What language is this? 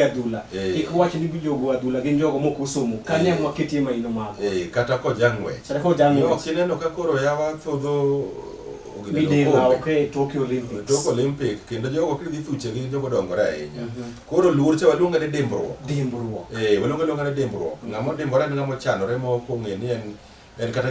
Luo (Kenya and Tanzania)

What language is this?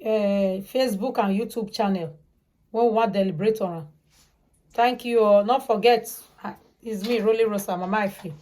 Nigerian Pidgin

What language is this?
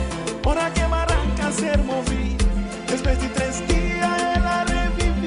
Papiamento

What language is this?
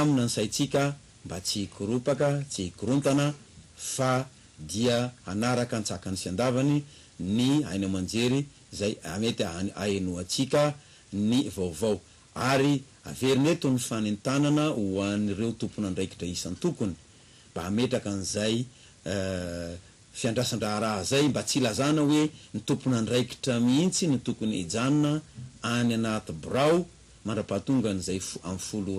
Malagasy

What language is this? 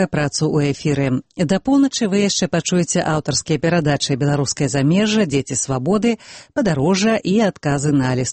Belarusian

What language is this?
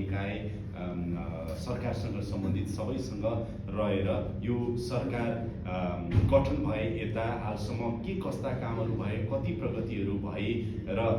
Nepali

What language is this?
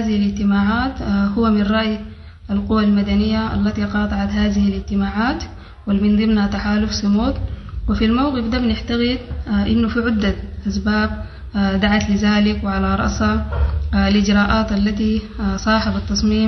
Sudanese Arabic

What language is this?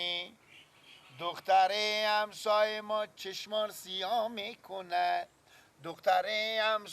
Persian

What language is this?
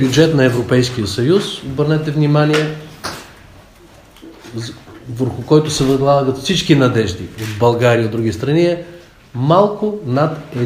Bulgarian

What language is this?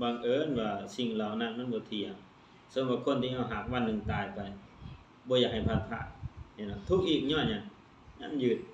Lao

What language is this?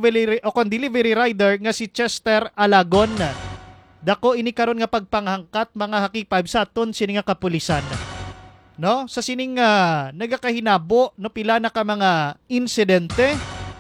Hiligaynon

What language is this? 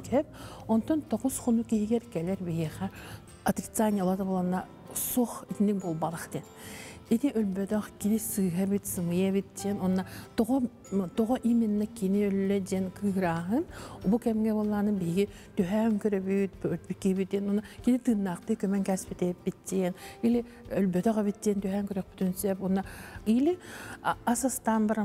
Yakut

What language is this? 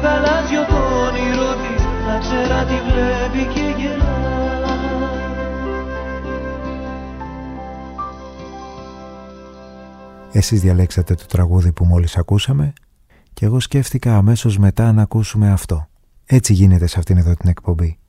Greek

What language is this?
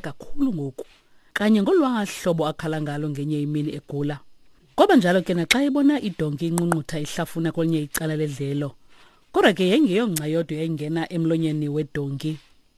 Xhosa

